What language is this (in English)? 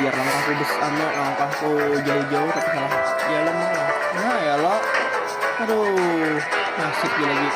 Banjar